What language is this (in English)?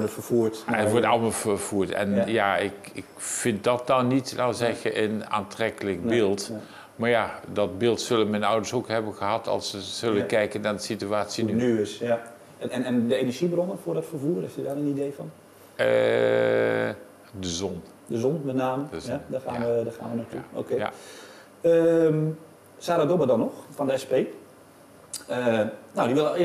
Dutch